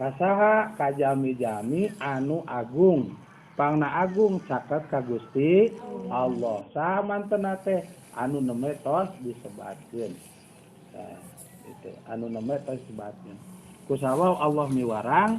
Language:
Sundanese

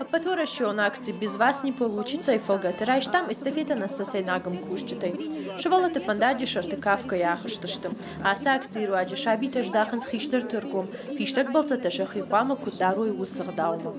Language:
Ossetic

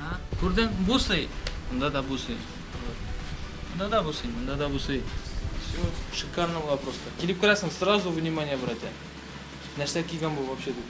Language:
Tatar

